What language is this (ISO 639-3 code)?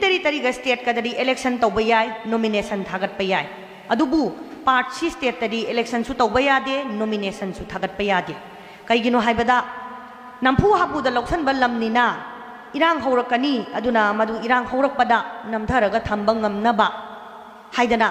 mni